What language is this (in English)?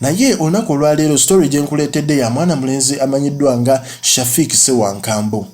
Ganda